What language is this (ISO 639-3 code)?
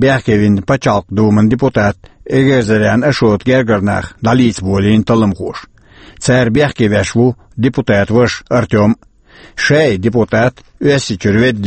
che